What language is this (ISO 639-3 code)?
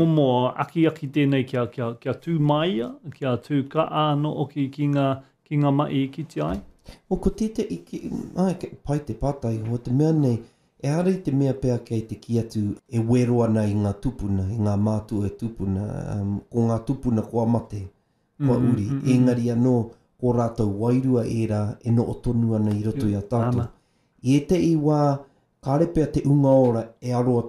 mri